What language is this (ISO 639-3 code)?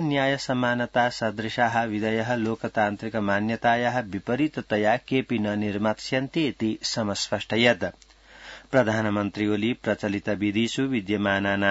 san